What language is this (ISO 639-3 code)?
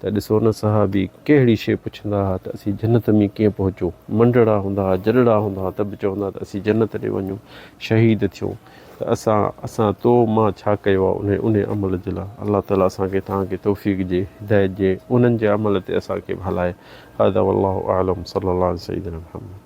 snd